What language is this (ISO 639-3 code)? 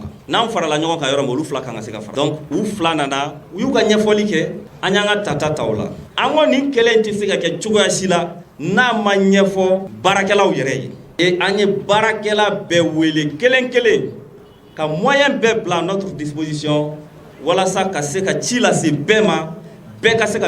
bam